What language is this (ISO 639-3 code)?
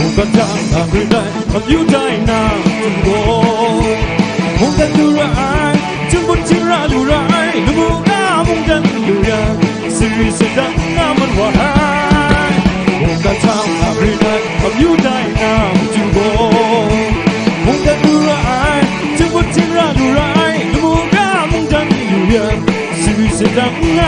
kac